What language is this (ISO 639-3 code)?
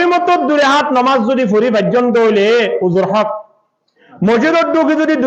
rhg